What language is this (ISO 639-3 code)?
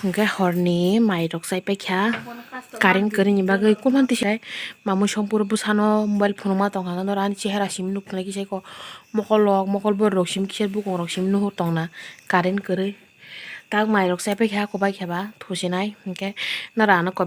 trp